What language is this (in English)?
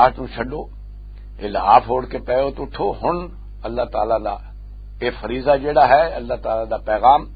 Western Panjabi